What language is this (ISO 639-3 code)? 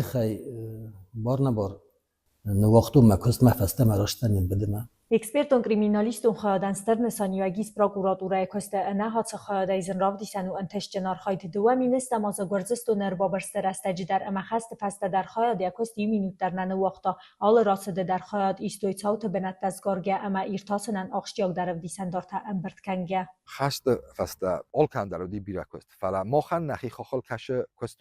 oss